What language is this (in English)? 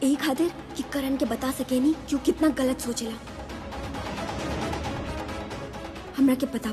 Bhojpuri